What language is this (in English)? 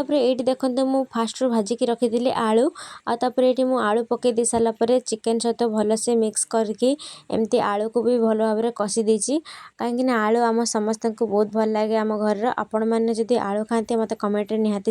Odia